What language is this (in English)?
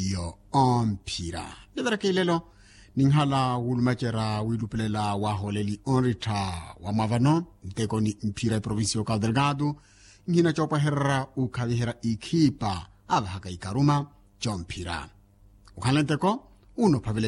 Makhuwa